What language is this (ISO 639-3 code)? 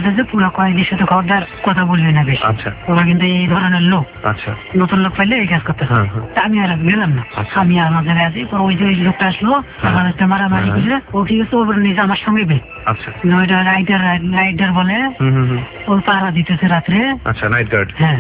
ben